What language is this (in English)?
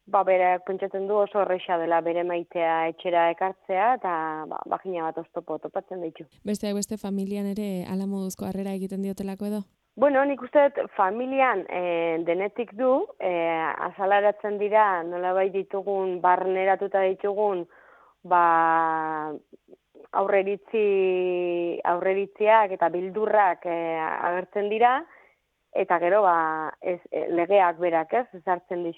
Basque